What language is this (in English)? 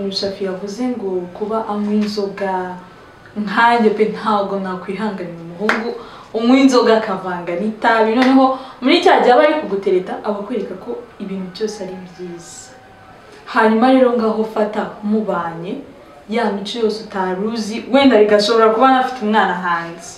Kinyarwanda